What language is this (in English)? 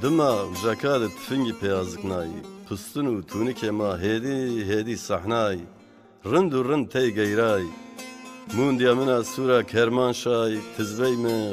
Zaza